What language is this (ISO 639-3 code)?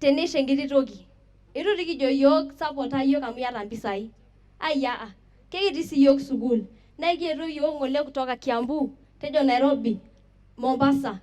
mas